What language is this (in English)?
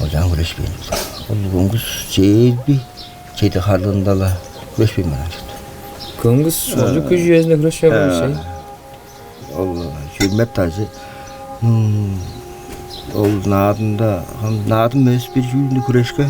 Tuvinian